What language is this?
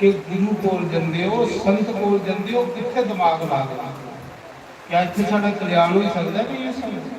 Dogri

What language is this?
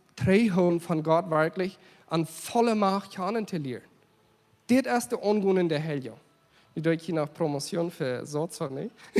Plautdietsch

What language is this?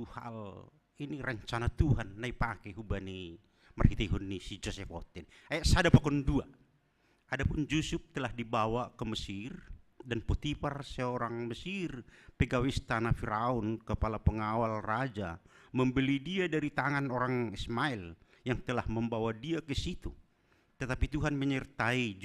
Batak Simalungun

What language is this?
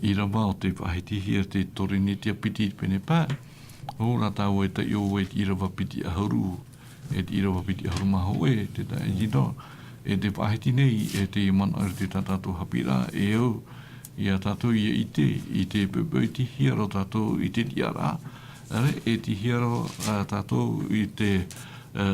Tahitian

